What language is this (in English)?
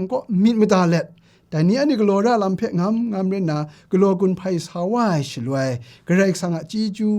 Kachin